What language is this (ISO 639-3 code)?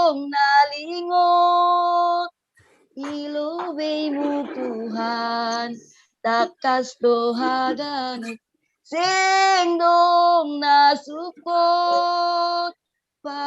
bts